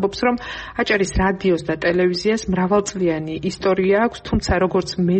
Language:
Georgian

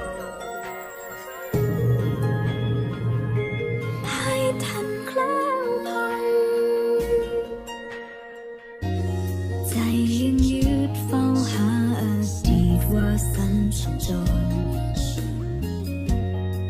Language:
Thai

